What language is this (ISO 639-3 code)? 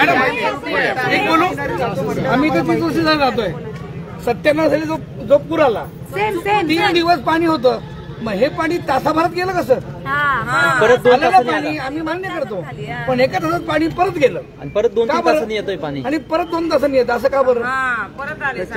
mar